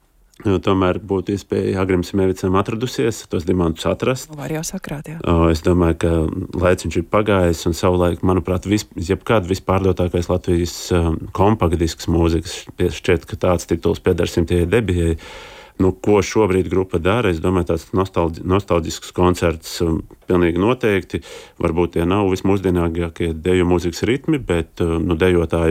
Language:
Latvian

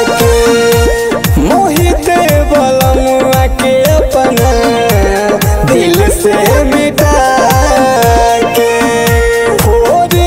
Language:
Bhojpuri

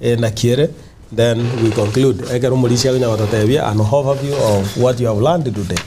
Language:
Gusii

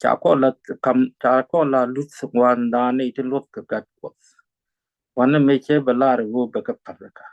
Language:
Nuer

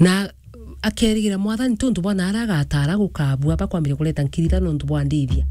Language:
Meru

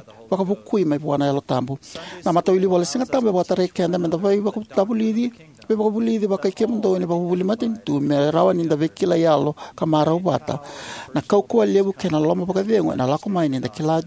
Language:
Fijian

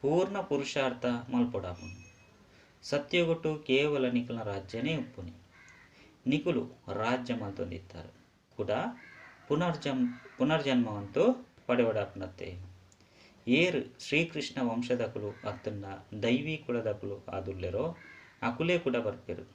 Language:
Tulu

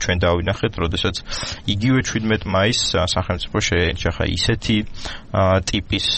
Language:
Georgian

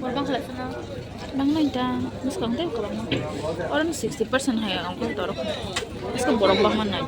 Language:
Kok Borok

